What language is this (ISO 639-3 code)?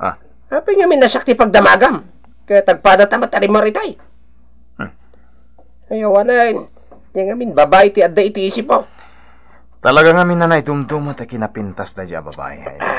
ilo